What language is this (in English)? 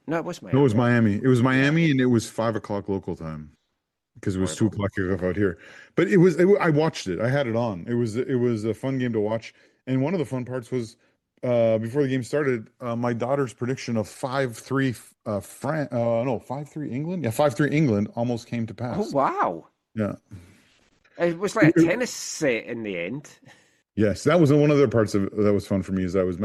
English